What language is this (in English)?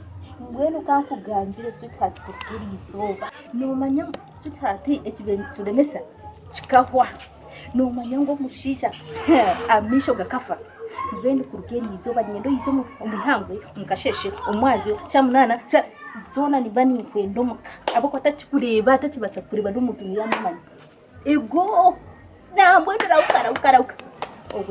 Nyankole